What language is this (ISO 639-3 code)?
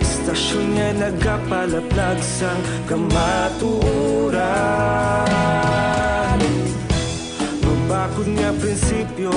hil